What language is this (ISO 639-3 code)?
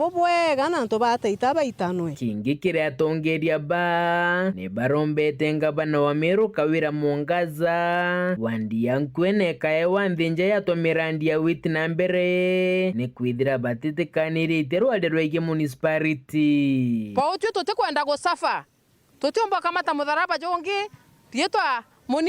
mer